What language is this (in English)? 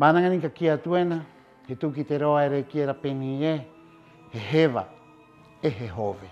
Rapanui